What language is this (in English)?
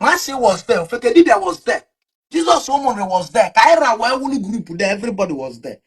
Igbo